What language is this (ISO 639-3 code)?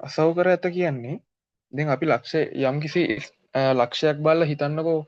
sin